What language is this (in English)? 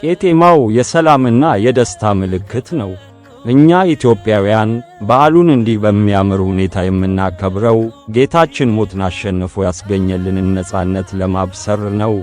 Amharic